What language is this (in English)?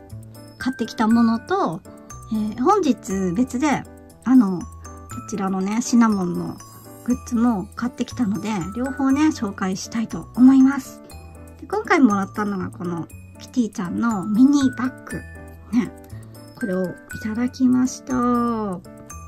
Japanese